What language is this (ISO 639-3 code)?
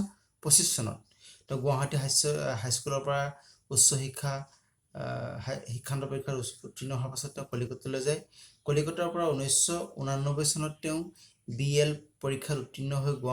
asm